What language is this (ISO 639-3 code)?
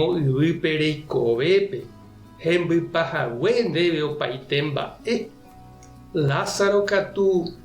grn